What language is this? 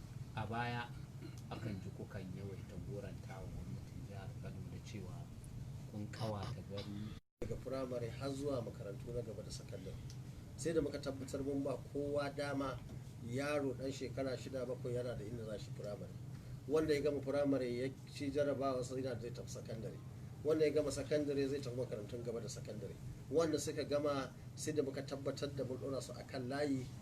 Hausa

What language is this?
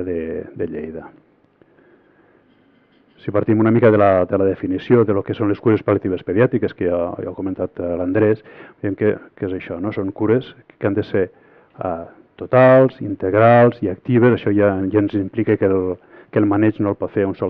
Catalan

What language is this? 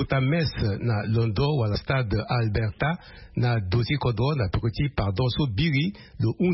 Sango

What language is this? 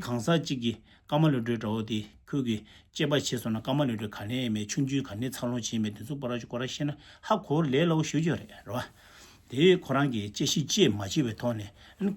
Tibetan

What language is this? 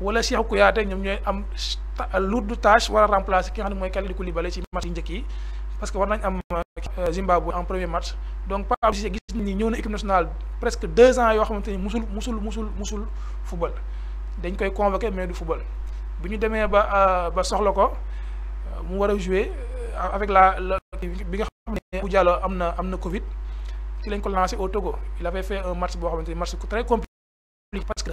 Wolof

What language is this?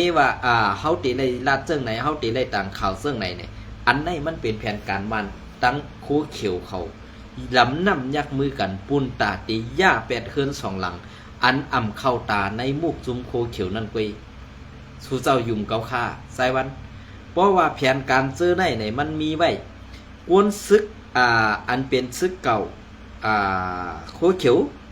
Shan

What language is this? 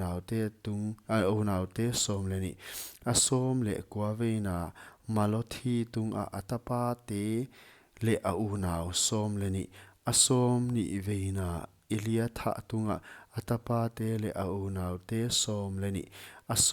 Paite Chin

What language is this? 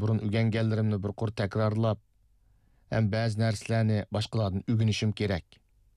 Uyghur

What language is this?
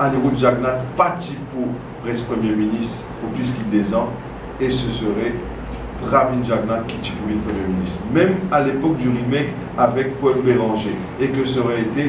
Morisyen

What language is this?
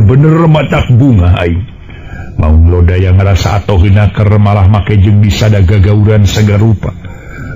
Sundanese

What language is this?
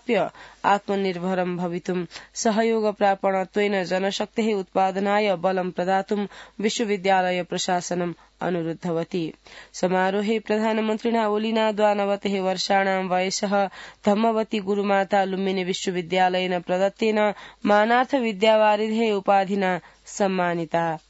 Sanskrit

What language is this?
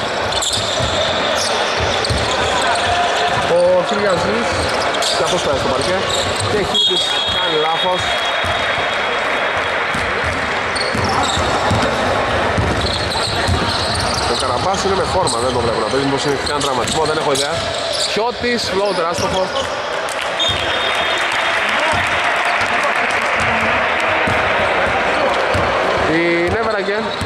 Greek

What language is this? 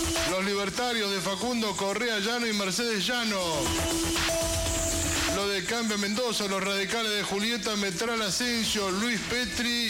Spanish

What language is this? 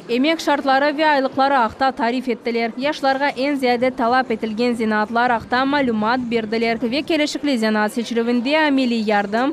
Crimean Tatar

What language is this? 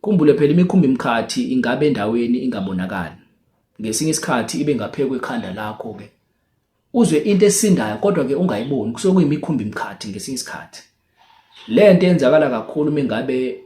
Zulu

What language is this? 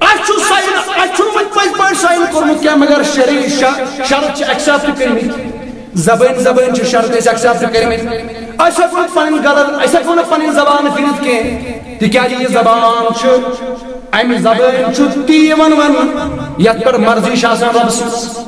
Kashmiri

